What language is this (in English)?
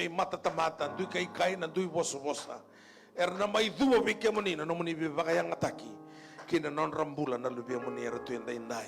Fijian